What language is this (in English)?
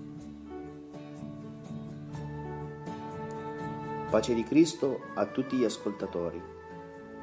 Italian